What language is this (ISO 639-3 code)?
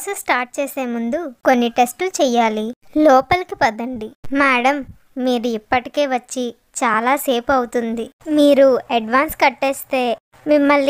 tel